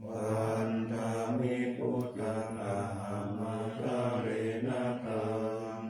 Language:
Pali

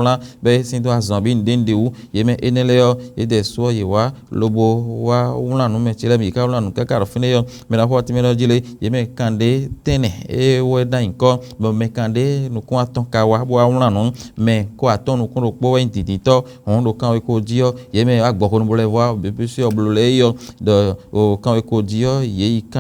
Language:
Fon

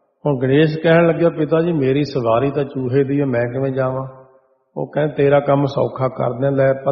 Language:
Punjabi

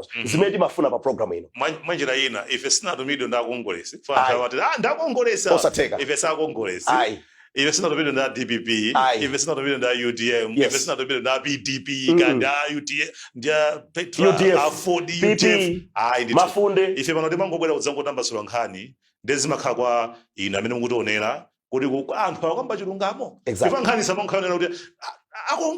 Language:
Nyanja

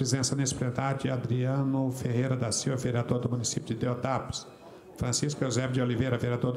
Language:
Portuguese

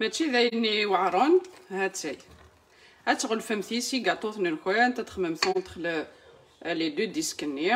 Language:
Kabyle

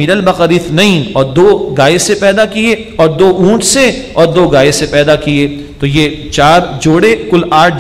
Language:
Urdu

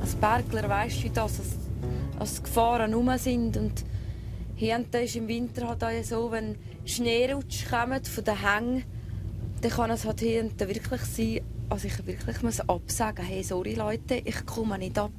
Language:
Swiss German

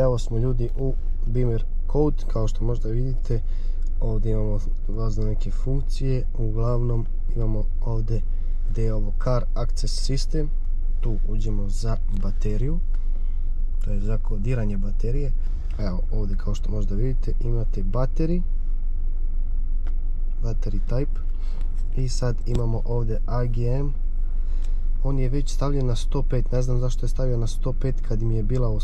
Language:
Croatian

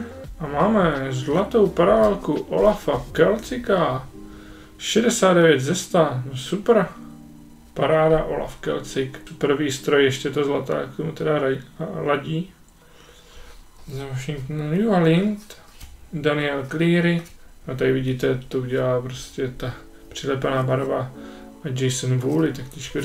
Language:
Czech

